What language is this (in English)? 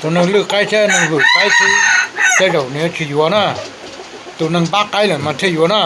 Hmong